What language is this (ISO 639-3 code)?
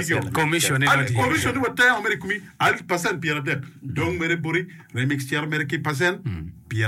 ach